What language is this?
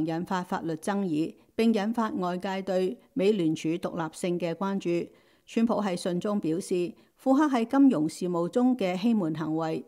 Cantonese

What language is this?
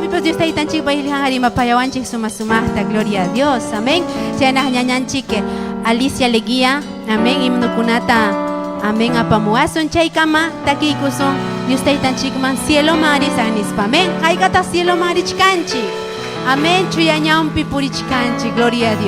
Ayacucho Quechua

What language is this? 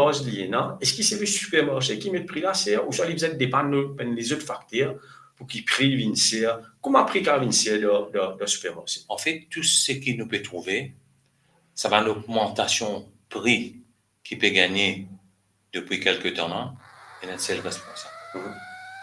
Morisyen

